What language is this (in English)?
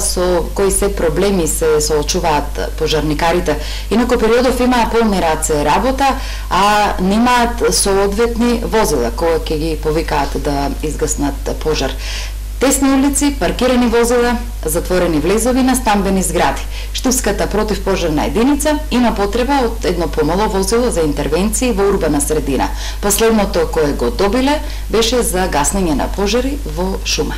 Macedonian